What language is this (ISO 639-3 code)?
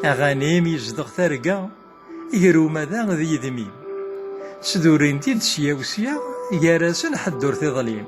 kab